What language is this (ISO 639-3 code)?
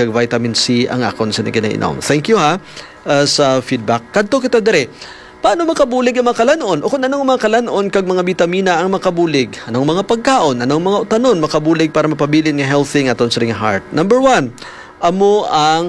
hil